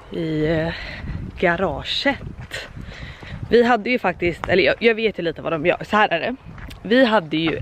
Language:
Swedish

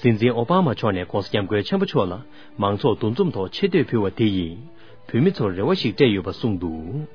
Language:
Tibetan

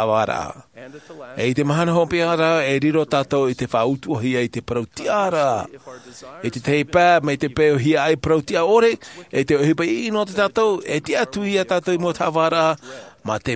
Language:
Tahitian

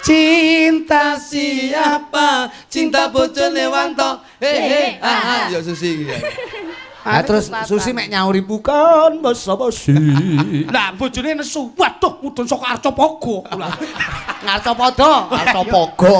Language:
Javanese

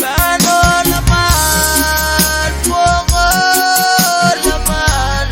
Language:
Pohnpeian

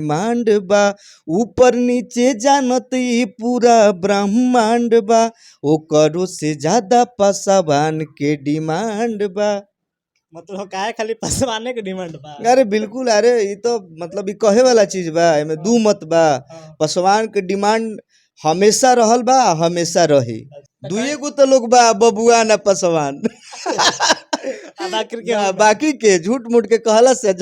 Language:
Bhojpuri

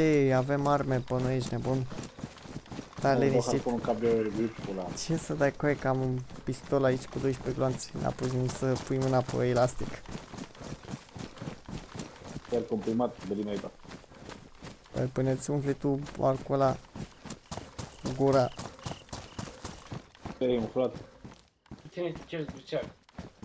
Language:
Romanian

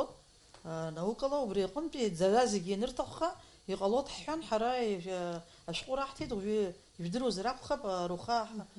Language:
Abkhazian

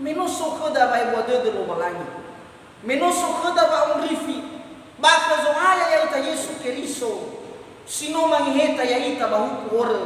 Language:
Nias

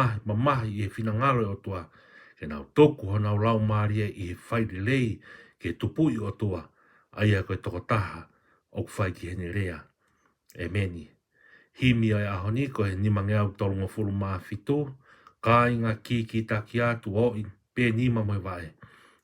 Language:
Tongan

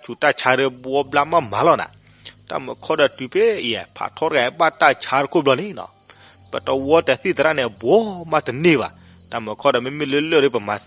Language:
S'gaw Karen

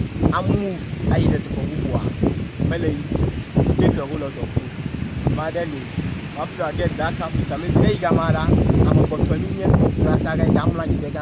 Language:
Ewe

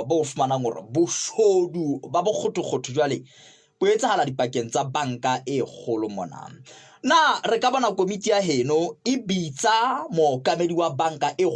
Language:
Southern Sotho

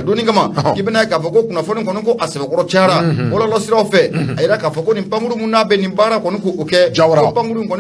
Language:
Bambara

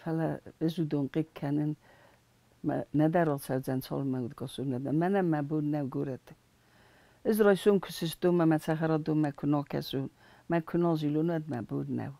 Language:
Ossetic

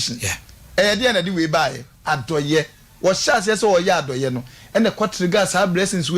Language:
Akan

